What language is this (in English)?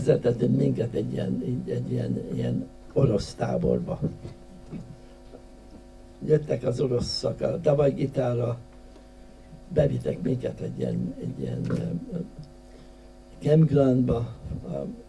Hungarian